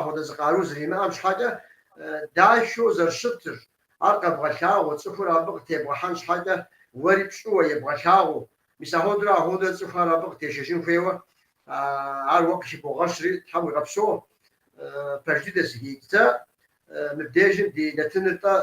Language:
Kabardian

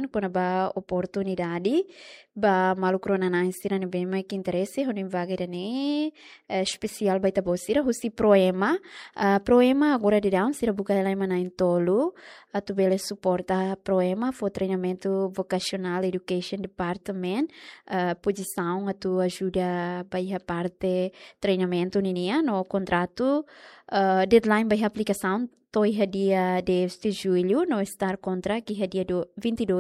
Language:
Tetum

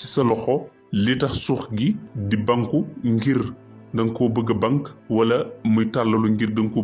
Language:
Wolof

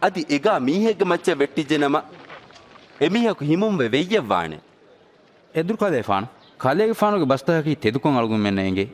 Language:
Divehi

